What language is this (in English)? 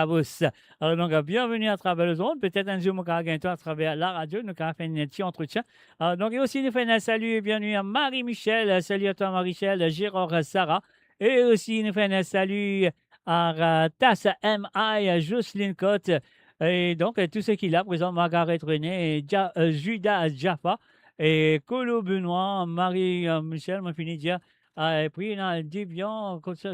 Morisyen